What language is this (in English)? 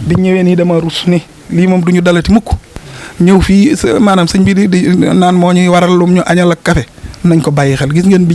Wolof